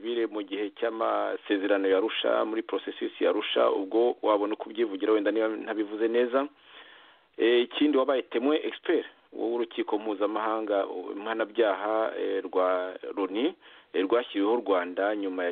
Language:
Kinyarwanda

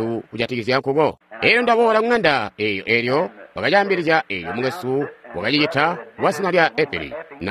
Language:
Tonga (Zambia)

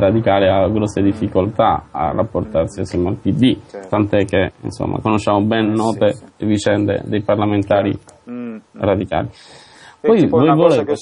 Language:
Italian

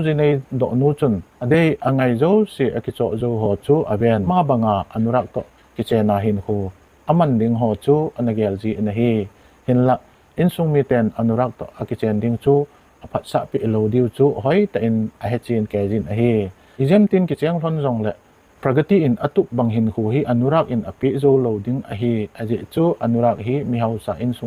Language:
Thado Chin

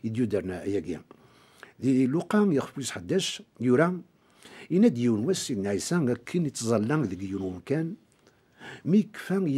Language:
Kabyle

